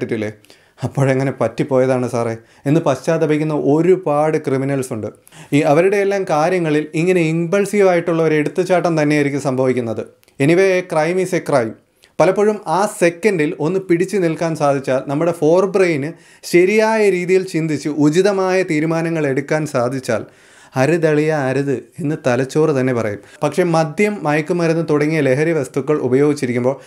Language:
Malayalam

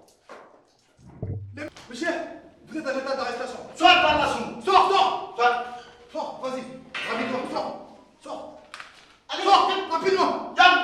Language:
Fula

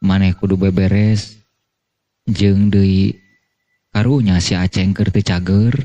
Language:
Sundanese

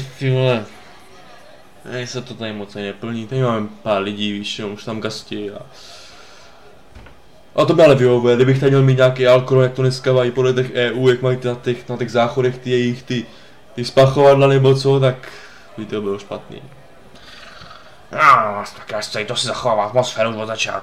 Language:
Czech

